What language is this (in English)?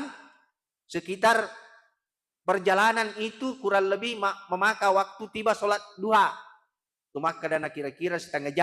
Buginese